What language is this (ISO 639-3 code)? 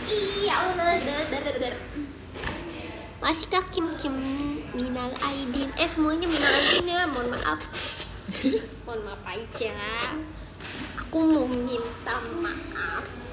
ind